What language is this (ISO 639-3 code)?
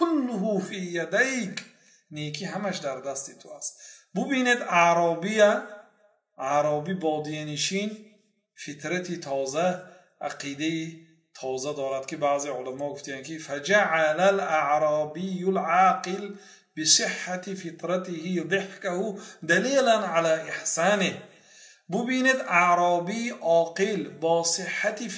fas